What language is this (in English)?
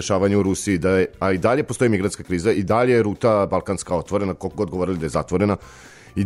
Serbian